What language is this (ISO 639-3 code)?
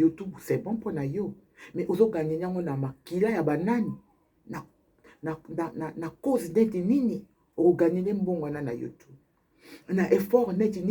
lin